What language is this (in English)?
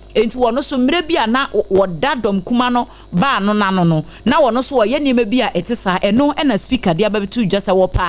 Akan